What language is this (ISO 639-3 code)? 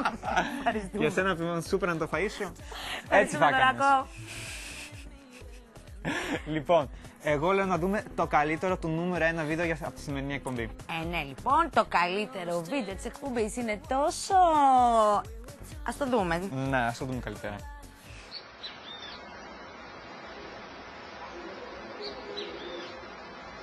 ell